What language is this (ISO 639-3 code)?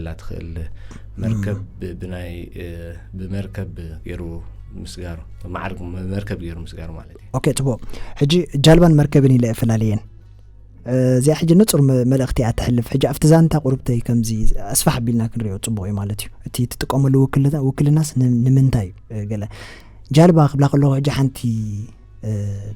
tir